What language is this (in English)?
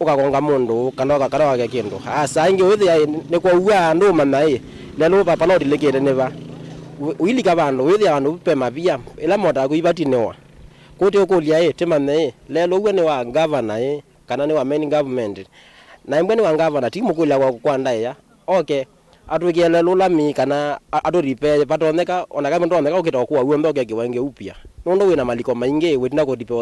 Kamba